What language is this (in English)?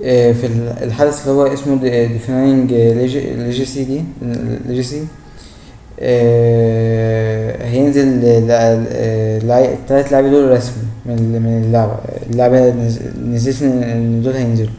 Egyptian Arabic